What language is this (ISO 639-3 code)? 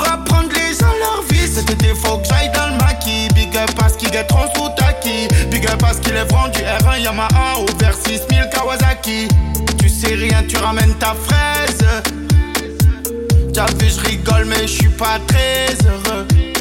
fra